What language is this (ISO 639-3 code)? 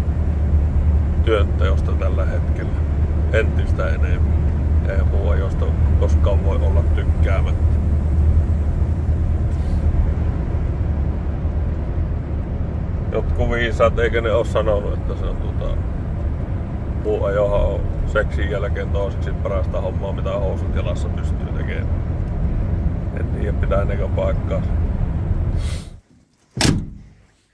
fin